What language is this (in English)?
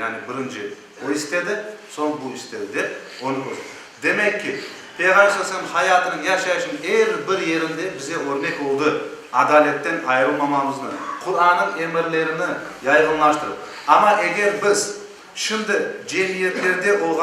Crimean Tatar